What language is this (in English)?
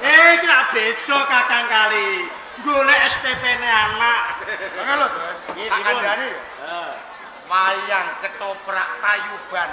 Javanese